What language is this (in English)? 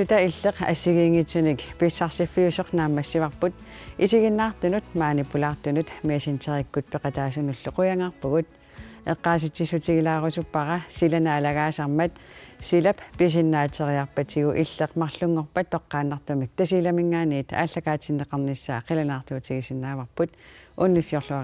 Kalaallisut